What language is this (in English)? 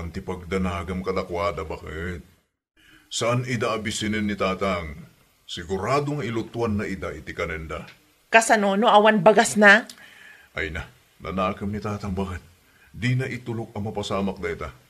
Iloko